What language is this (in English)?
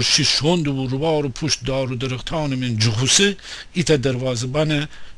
Gilaki